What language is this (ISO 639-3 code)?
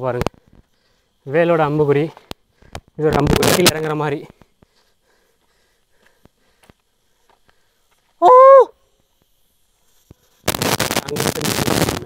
tam